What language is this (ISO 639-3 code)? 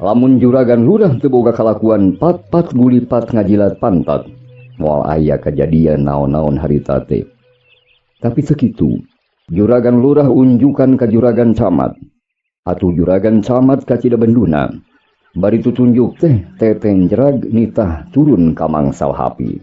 sun